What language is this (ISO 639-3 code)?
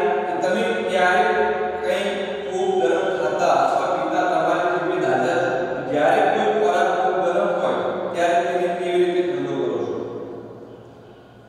guj